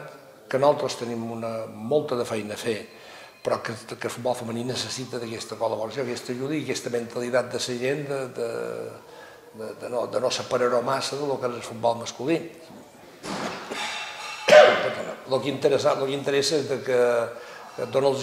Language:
Catalan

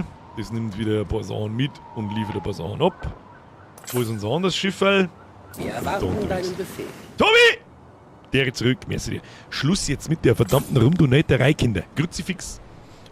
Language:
Bavarian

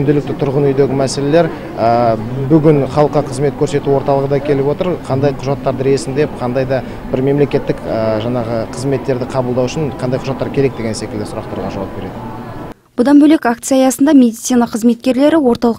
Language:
Kazakh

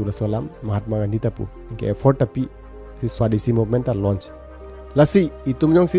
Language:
Karbi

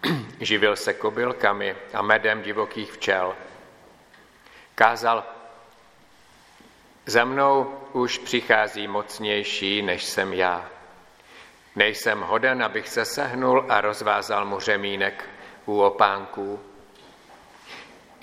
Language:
Czech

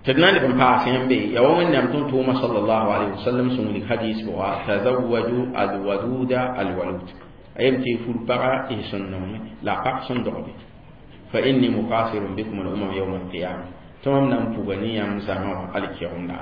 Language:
Mossi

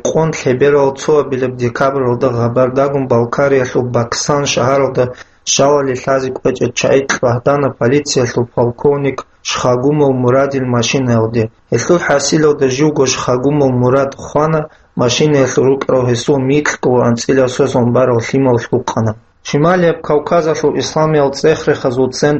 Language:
Avaric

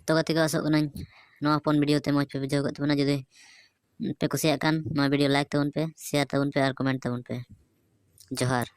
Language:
Santali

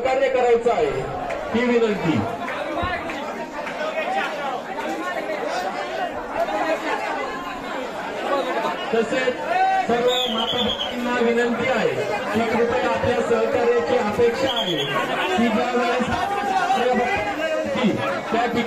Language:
Marathi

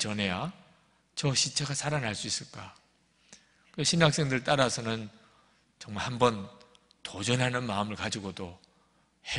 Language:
Korean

